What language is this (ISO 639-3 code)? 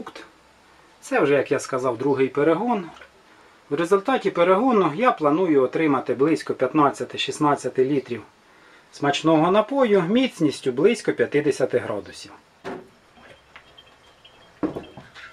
ukr